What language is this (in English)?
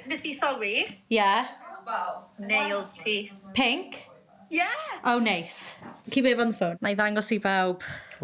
Welsh